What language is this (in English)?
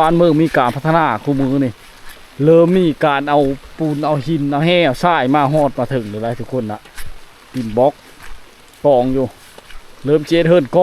Lao